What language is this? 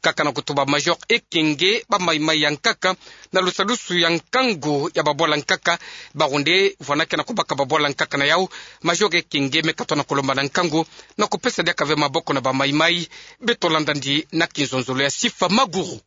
Kituba (Democratic Republic of Congo)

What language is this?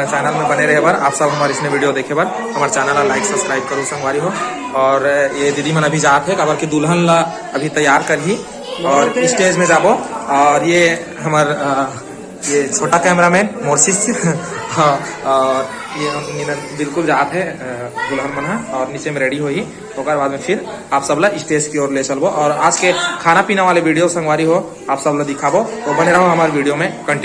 Chhattisgarhi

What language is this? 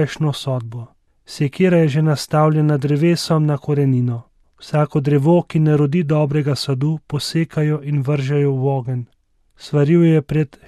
Slovenian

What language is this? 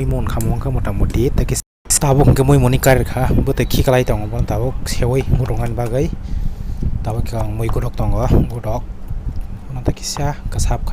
Kok Borok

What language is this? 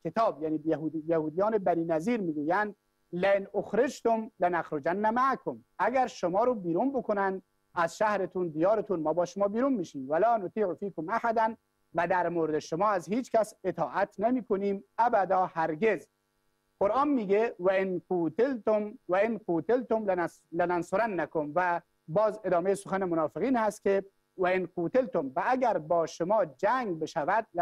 Persian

